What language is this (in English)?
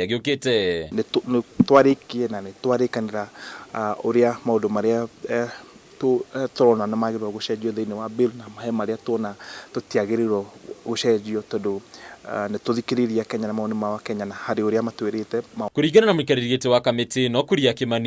Kikuyu